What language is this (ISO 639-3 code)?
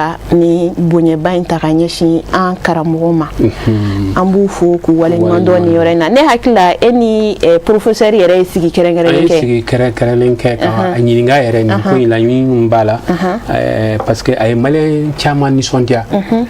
bam